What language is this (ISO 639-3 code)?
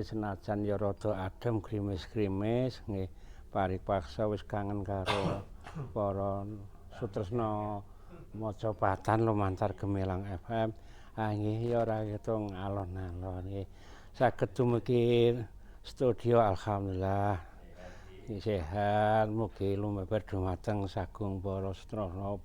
jav